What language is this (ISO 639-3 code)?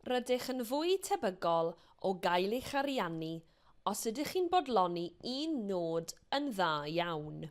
cym